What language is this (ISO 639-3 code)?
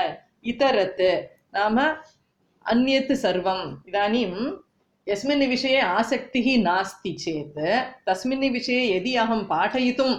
san